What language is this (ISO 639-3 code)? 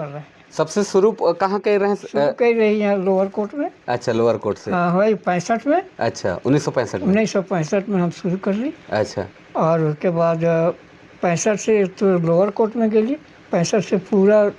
sck